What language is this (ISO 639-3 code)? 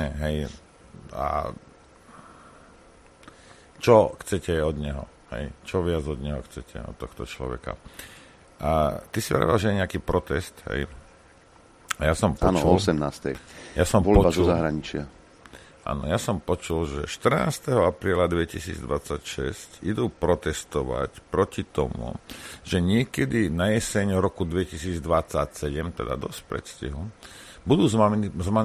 slk